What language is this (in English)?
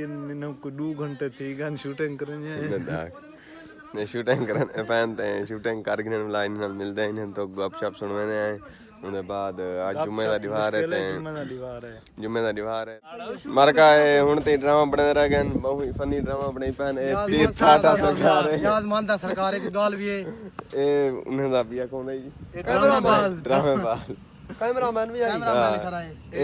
Saraiki